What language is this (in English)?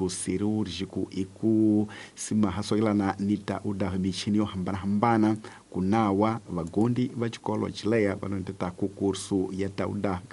Tsonga